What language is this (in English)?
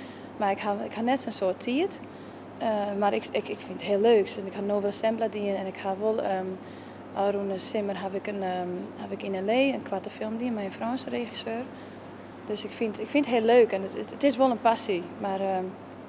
Western Frisian